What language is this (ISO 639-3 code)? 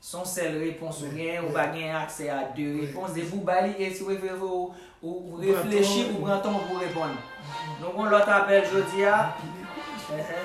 hat